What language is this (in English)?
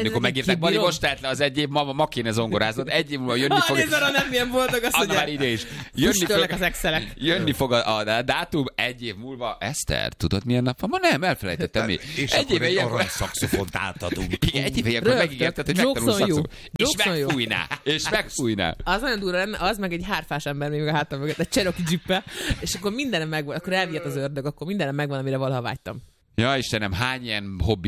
Hungarian